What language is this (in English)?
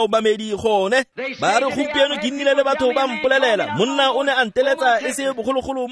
Tswana